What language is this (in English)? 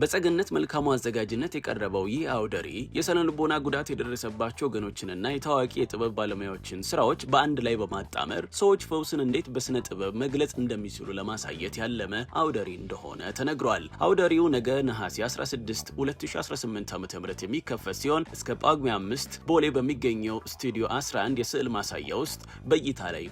Amharic